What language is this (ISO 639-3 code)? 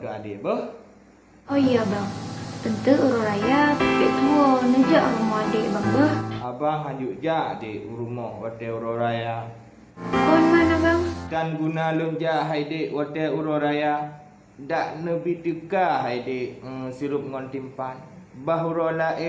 ace